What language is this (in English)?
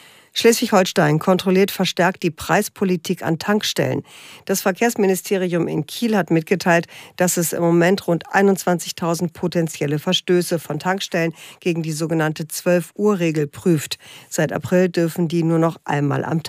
German